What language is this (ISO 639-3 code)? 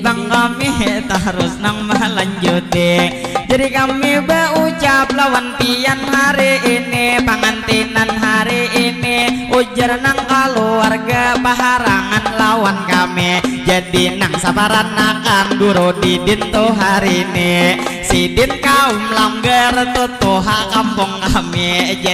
bjn